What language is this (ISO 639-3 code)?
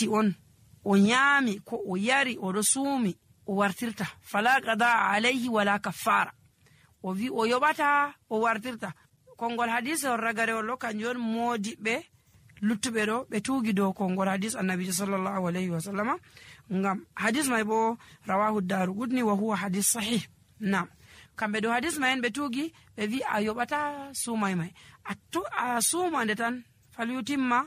fuv